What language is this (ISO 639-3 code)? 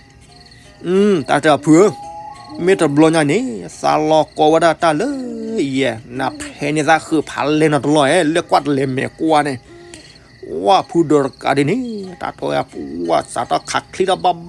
ksw